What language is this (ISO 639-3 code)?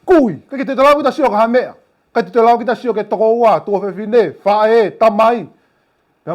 ton